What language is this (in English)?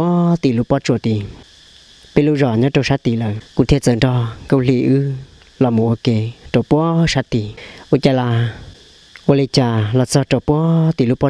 Hmong